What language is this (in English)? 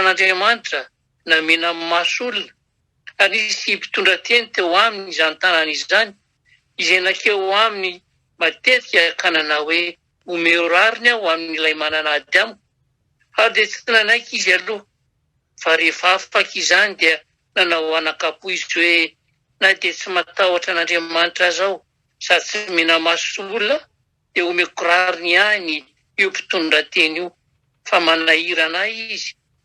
Malagasy